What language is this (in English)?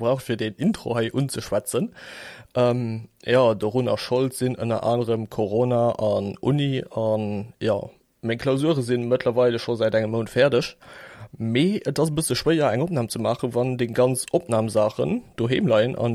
Luxembourgish